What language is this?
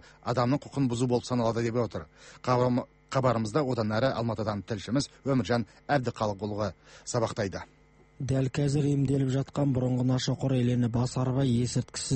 Kazakh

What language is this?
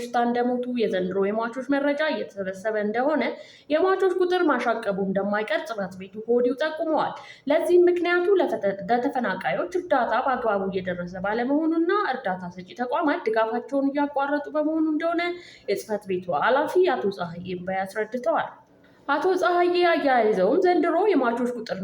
Amharic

